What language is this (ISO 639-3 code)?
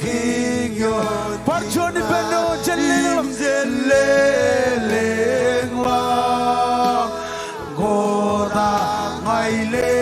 mah